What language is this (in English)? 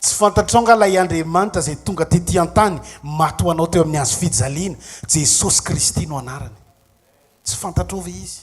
Malagasy